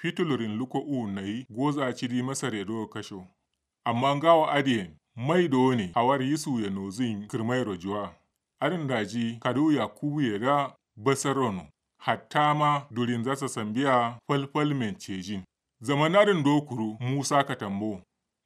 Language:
Kanuri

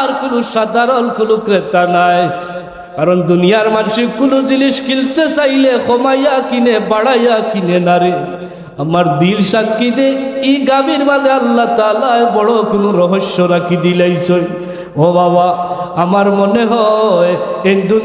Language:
Sylheti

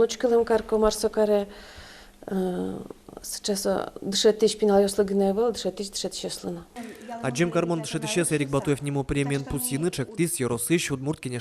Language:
Udmurt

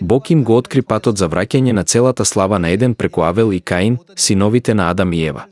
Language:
Macedonian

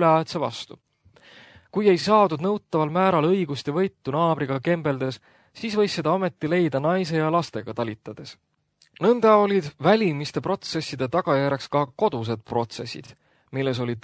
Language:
Estonian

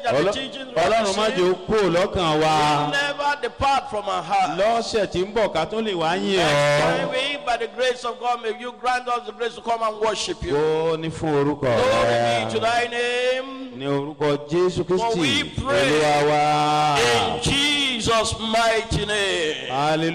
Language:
Yoruba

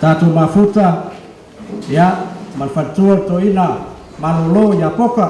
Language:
Samoan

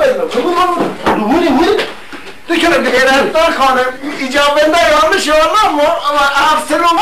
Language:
Kurdish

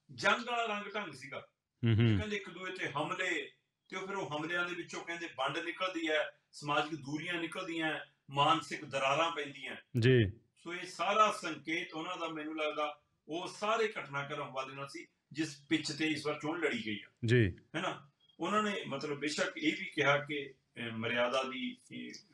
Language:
Punjabi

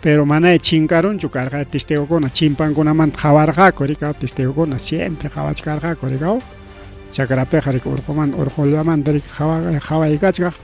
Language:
Ayacucho Quechua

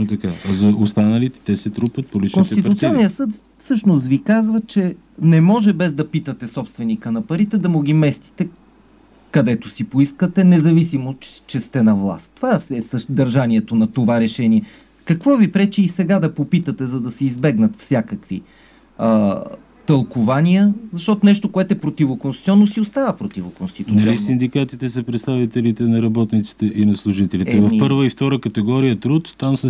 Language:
Bulgarian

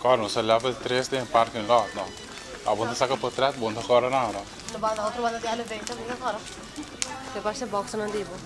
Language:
Papiamento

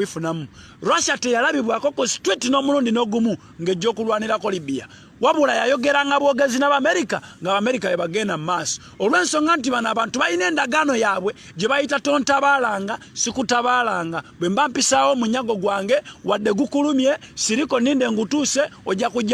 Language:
Ganda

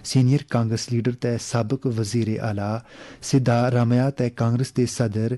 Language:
Gujari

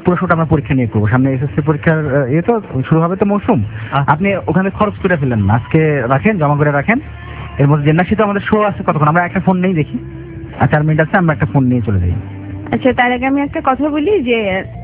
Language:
Bangla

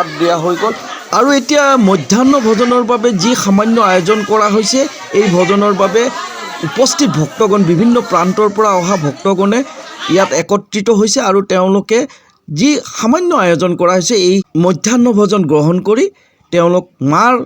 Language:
Assamese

